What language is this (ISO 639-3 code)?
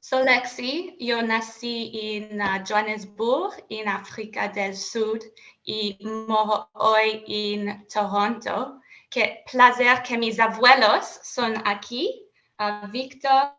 lad